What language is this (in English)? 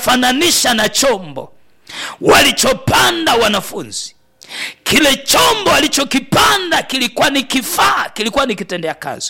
Swahili